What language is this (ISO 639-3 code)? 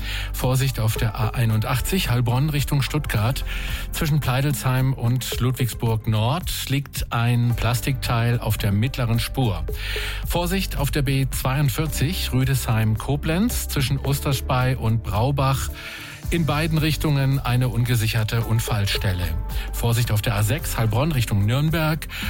deu